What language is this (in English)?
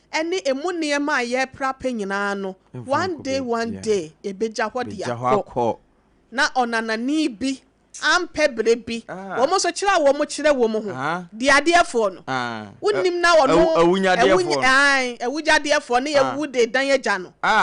Akan